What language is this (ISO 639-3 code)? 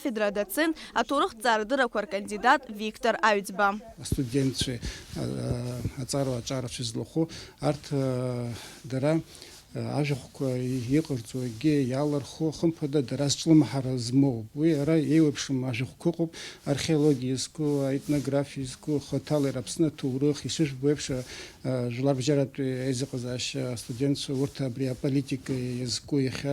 abk